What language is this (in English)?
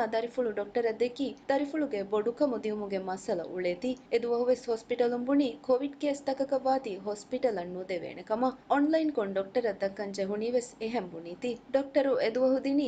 Divehi